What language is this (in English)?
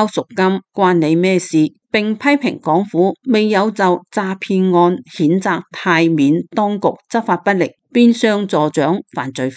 Cantonese